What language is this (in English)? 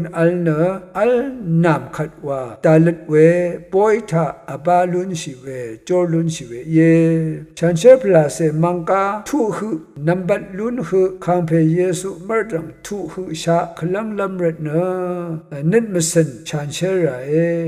Rawang